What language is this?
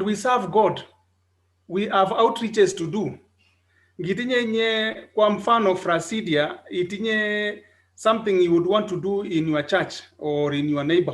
Kalenjin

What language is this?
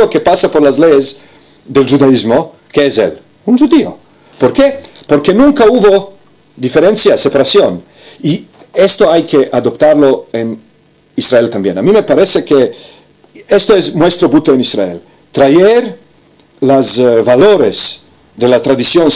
Ladino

